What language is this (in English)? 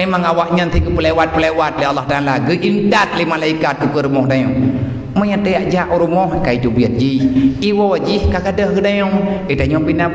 Achinese